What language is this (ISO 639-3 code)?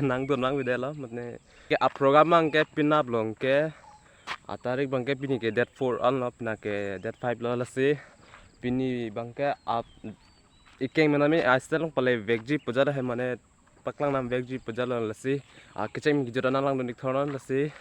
mjw